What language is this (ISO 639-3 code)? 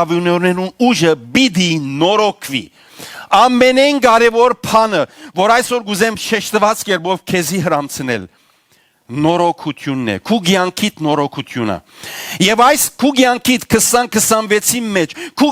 hyw